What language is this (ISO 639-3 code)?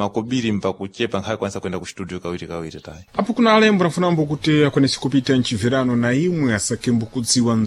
seh